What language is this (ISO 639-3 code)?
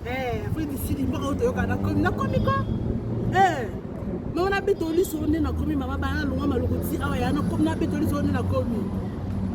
lin